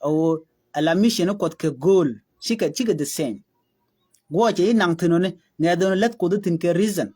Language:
Nuer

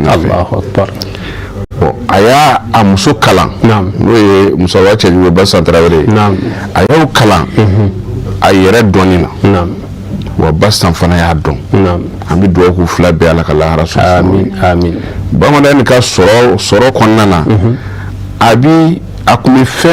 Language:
Bambara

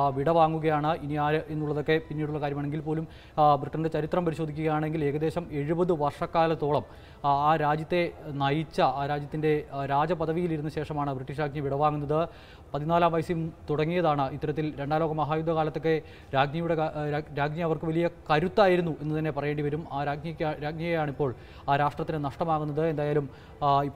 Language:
Malayalam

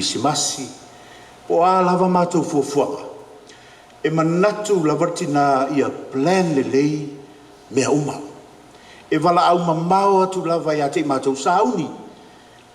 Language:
Samoan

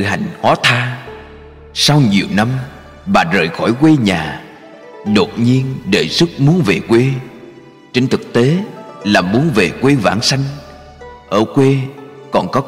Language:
Vietnamese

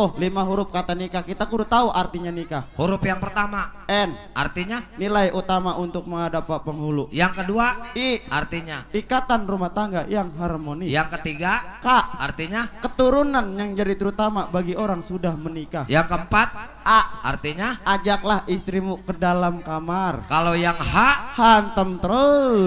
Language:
Betawi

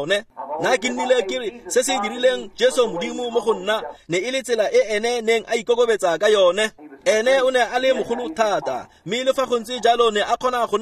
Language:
Tswana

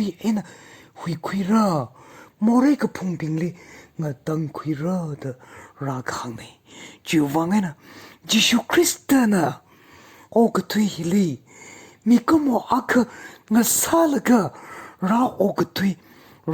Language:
Tangkhul Naga (India)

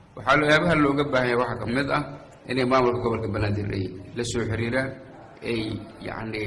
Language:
Somali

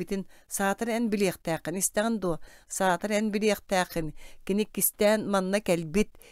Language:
Yakut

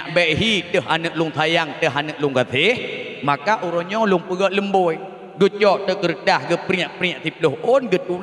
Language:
Achinese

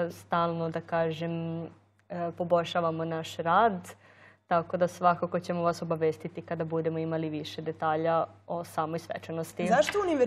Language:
Serbian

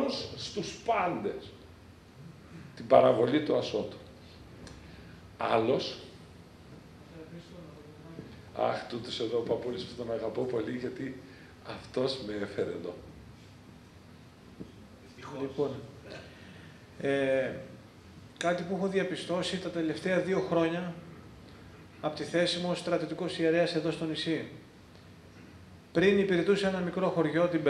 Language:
Greek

